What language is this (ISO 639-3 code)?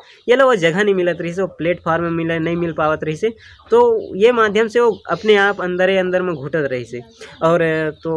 hne